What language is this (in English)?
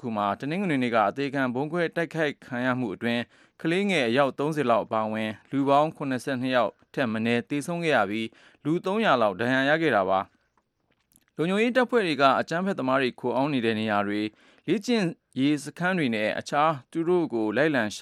Burmese